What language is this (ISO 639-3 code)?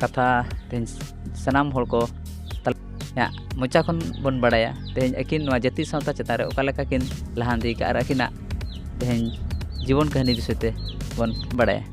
sat